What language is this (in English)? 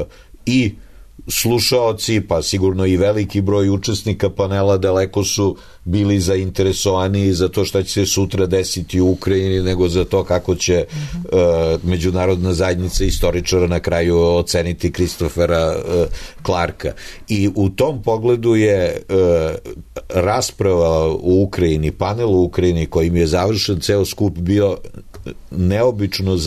Serbian